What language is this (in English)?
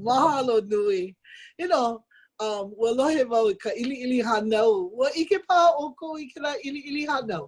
Hawaiian